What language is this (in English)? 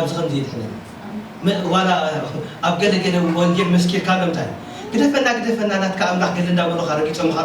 Tigrinya